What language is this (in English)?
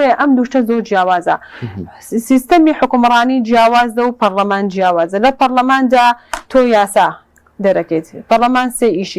Central Kurdish